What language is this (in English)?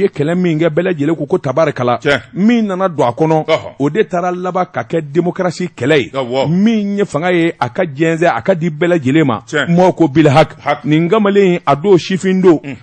Bambara